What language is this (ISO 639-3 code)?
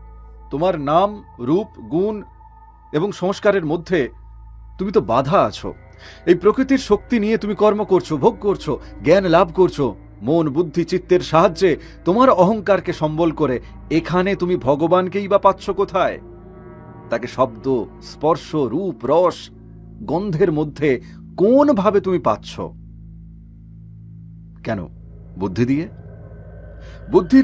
ben